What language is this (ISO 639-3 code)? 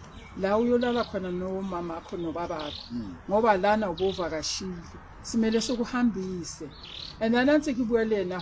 sot